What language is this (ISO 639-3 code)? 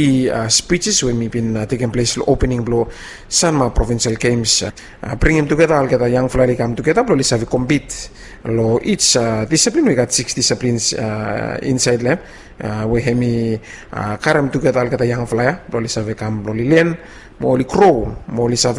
bis